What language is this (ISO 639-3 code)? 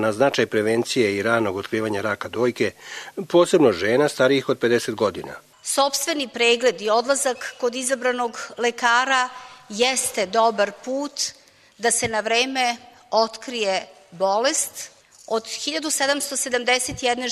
srp